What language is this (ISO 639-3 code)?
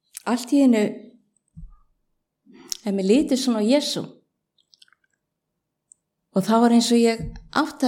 isl